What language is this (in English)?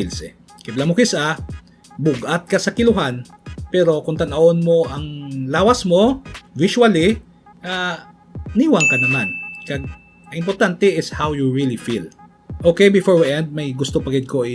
Hiligaynon